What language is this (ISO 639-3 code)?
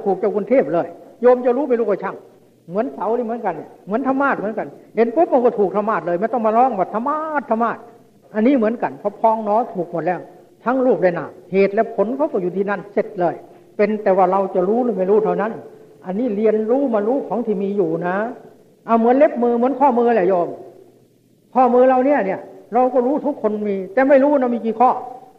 tha